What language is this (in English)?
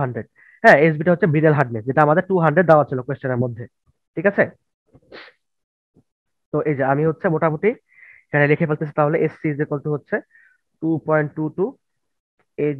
Bangla